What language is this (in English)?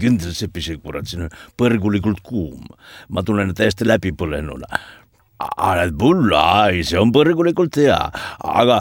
Estonian